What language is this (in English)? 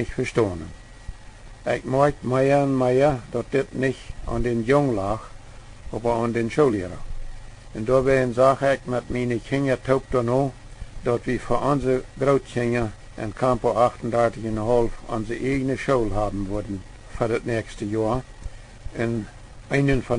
Plautdietsch